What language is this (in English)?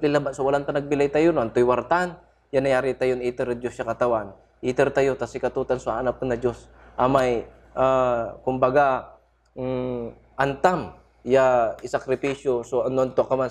Pangasinan